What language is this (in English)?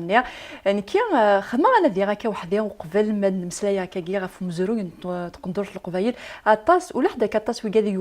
Kabyle